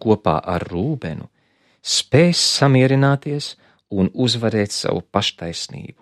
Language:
Latvian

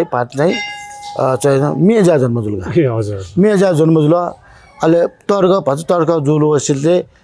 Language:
Newari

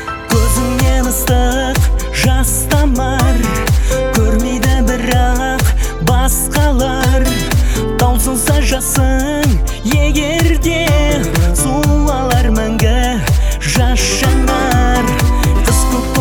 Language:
Kazakh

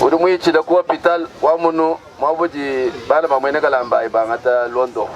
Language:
Luba-Lulua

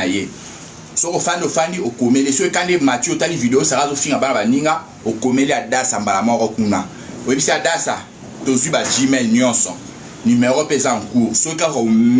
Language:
Lingala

